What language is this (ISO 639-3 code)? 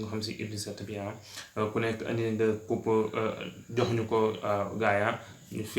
wol